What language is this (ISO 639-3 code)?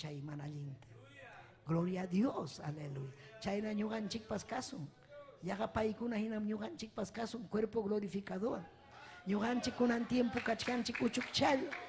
quy